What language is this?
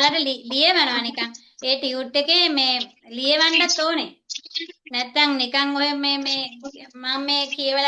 Sinhala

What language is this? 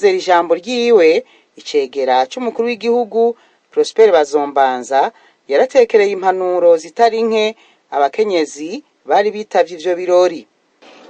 Rundi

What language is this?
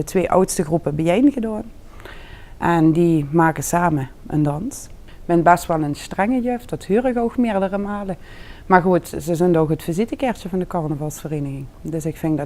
Limburgish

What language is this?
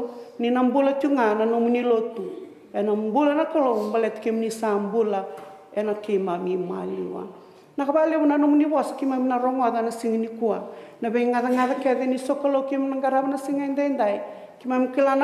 Fijian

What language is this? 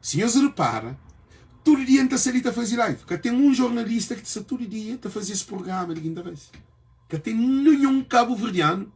Kabuverdianu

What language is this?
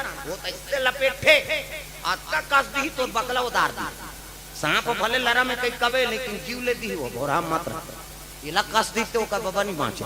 Chhattisgarhi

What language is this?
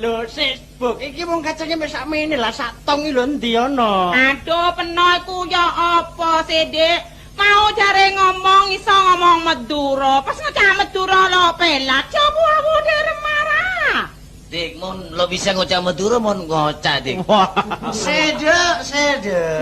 Javanese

